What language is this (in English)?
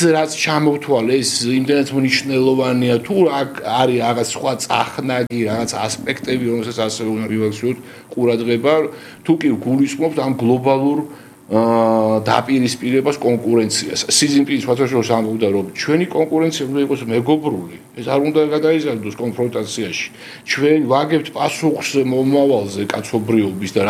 Georgian